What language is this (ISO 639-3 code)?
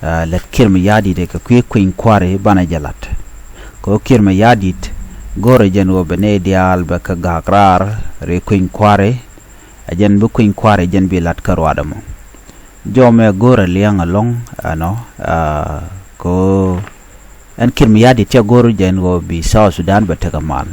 nus